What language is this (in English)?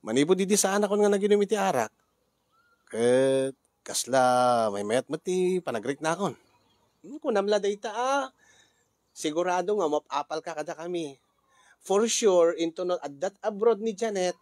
Iloko